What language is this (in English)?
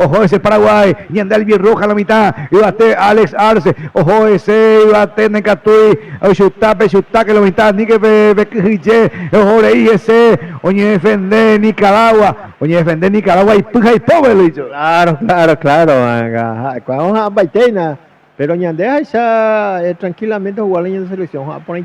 Guarani